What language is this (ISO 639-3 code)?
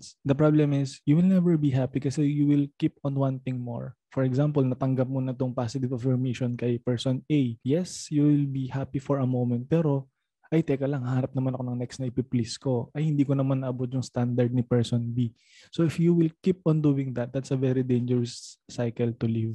fil